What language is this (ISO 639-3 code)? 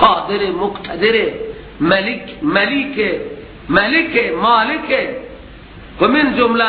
fas